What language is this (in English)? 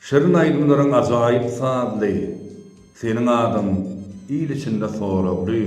Turkmen